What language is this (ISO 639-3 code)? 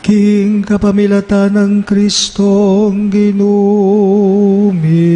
pam